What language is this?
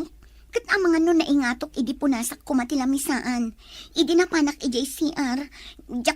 Iloko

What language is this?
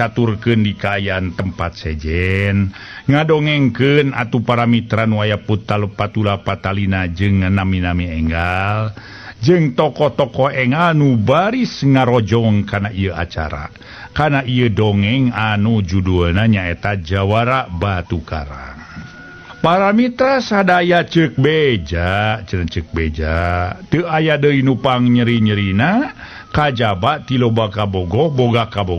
Sundanese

